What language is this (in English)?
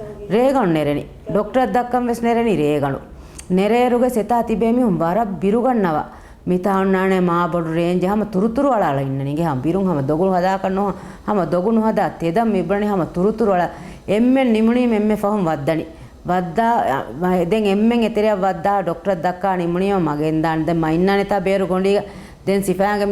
Divehi